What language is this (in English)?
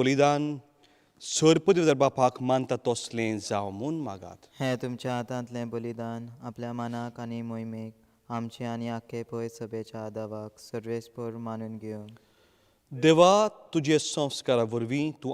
Konkani